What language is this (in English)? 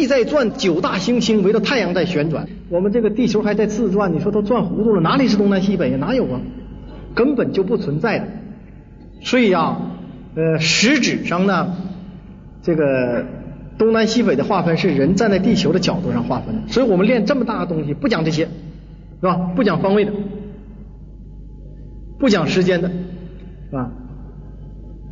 Chinese